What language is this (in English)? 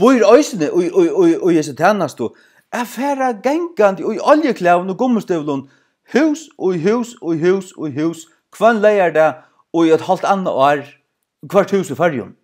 Faroese